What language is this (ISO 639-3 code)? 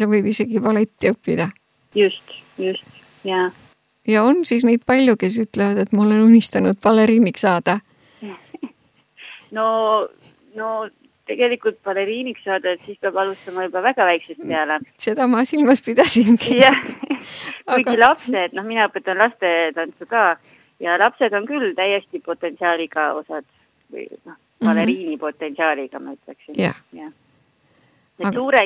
est